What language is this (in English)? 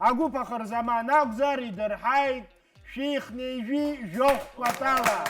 Abkhazian